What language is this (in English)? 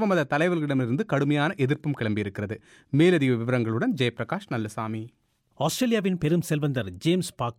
Tamil